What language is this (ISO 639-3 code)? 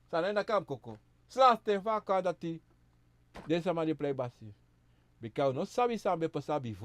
srn